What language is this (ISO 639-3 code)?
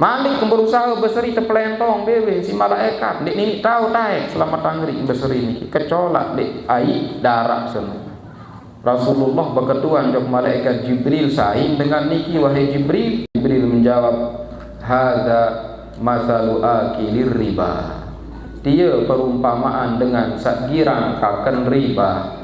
sas